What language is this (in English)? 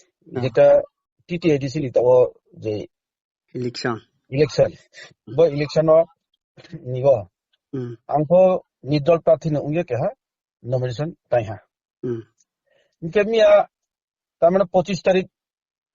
Riang (India)